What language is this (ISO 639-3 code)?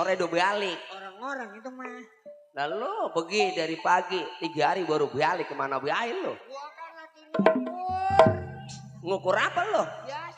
bew